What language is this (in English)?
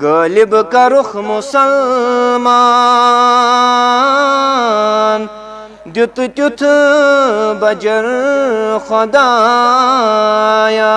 Kashmiri